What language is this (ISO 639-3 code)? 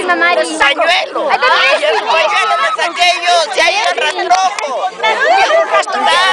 spa